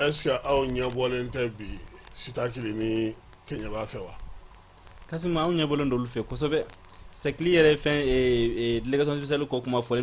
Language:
Bambara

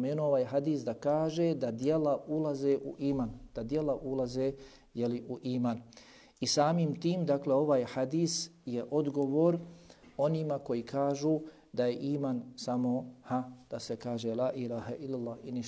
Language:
Bosnian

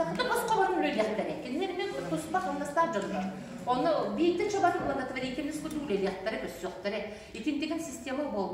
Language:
Yakut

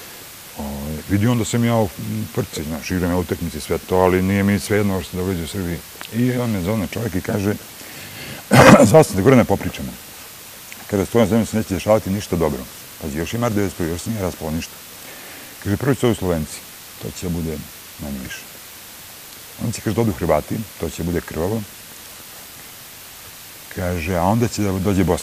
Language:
Serbian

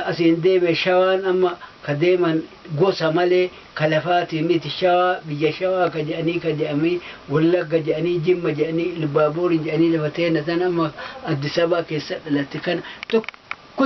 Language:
Oromo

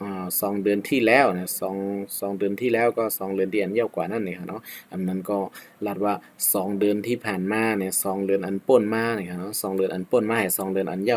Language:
Shan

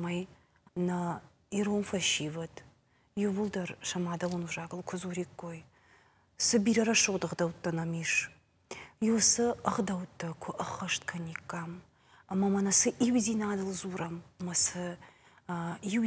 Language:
Ossetic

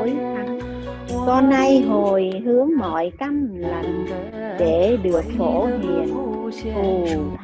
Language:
Vietnamese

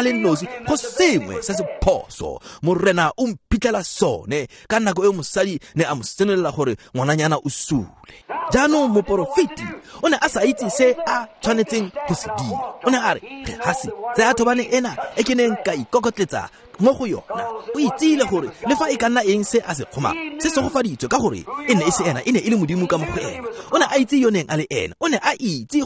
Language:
Tswana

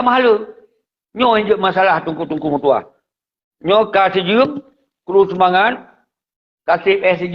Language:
Achinese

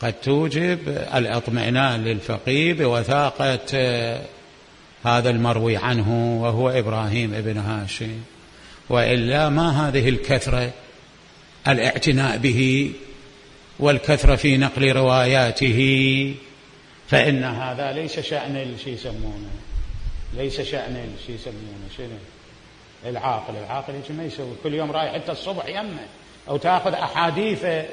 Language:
Mesopotamian Arabic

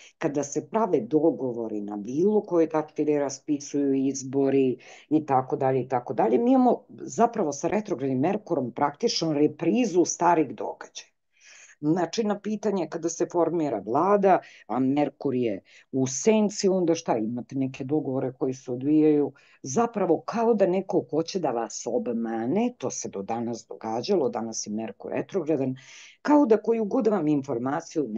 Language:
Serbian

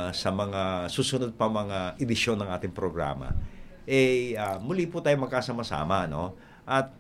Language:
Filipino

